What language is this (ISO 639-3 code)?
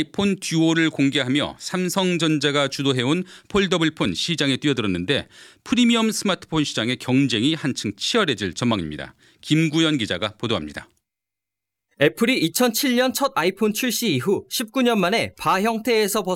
kor